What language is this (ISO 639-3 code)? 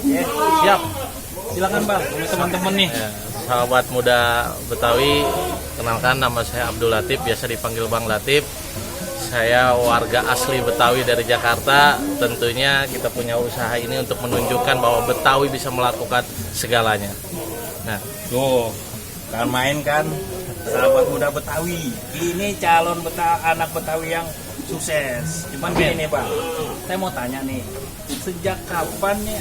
bew